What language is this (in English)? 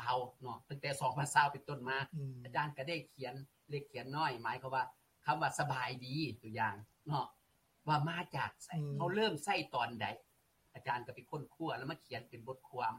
Lao